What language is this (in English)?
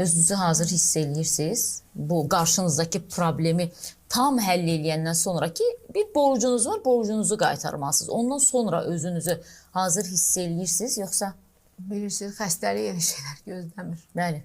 Azerbaijani